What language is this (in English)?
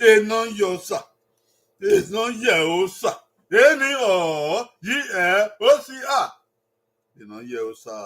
Bini